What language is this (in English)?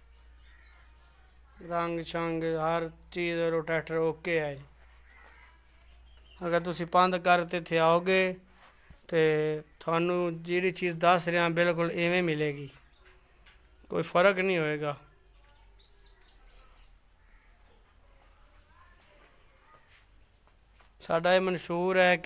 Punjabi